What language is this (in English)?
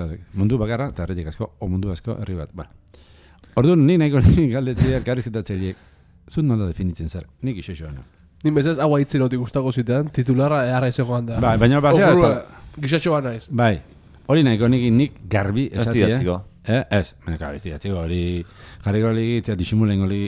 Basque